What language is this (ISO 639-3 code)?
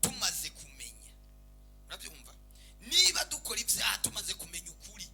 run